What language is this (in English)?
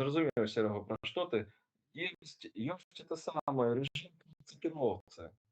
Belarusian